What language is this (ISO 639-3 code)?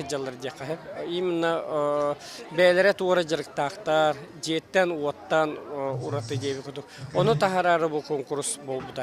sah